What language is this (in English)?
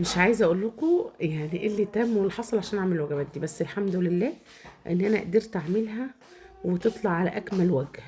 Egyptian Arabic